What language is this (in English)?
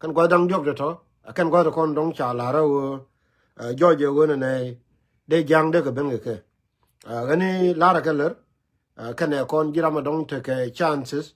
Nuer